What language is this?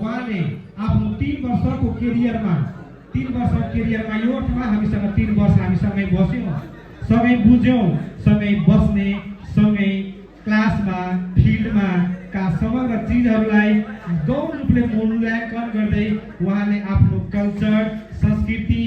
Nepali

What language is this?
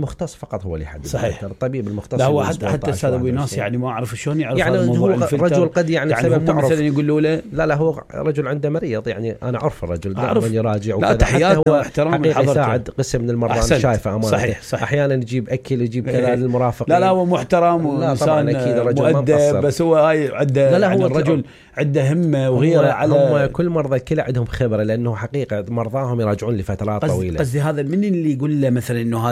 Mesopotamian Arabic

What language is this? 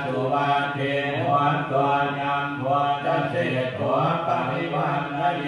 Pali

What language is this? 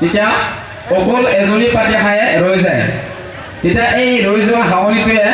Assamese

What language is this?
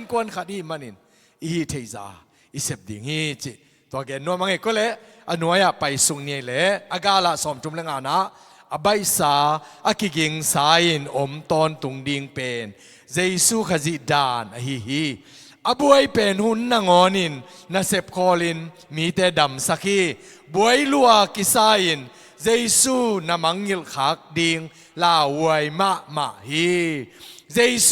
Tedim Chin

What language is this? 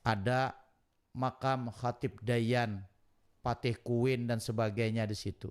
Banjar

